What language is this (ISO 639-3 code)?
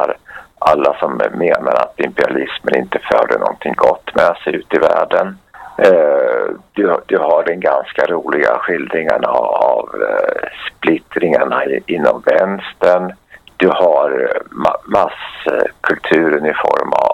swe